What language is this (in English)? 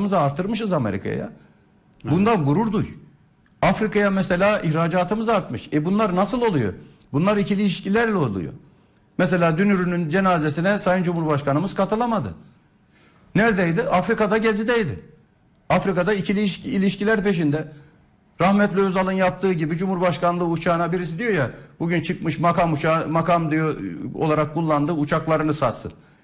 Turkish